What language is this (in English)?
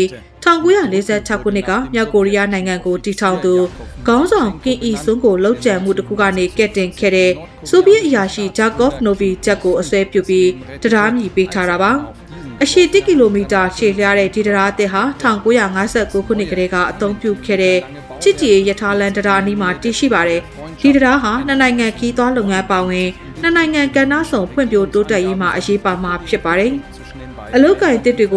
Burmese